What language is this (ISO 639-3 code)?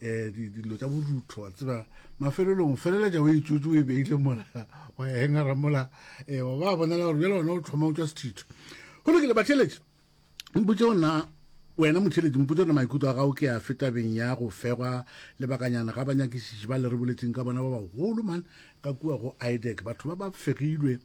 nso